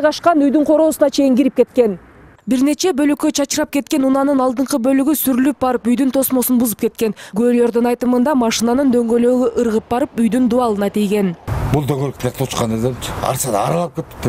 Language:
Kyrgyz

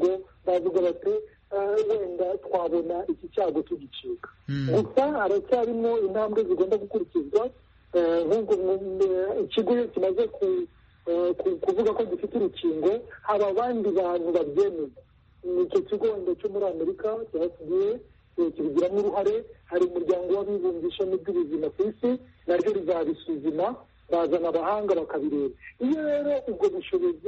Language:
Kinyarwanda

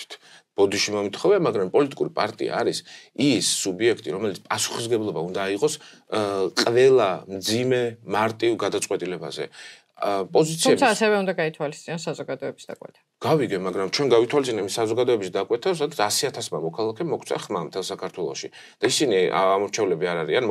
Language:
Georgian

